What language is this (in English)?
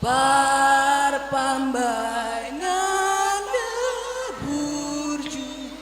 Batak Toba